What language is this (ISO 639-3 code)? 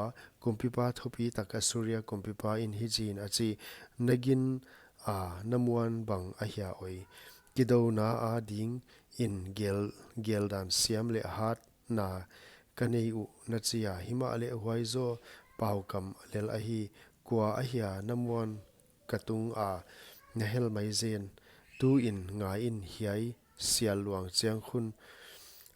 pck